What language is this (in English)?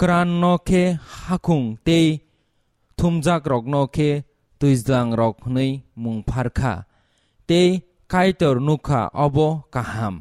Kok Borok